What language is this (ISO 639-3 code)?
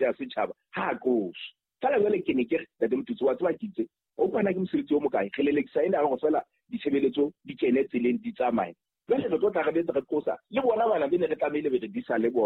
sot